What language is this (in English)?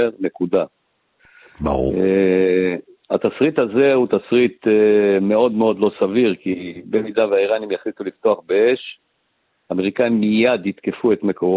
Hebrew